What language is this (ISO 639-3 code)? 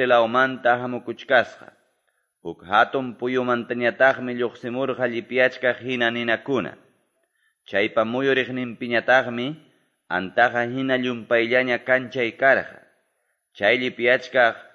que